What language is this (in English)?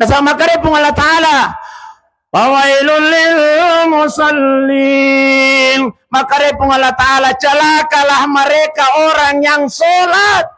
Buginese